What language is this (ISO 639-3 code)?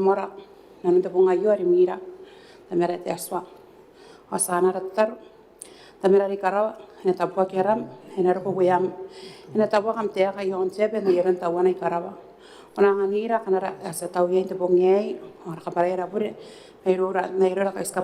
gil